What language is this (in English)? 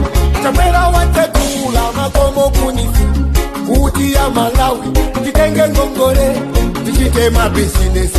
Nyanja